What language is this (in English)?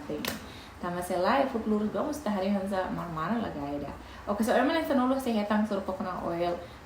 Tetum